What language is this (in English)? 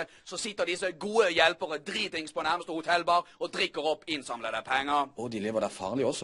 Norwegian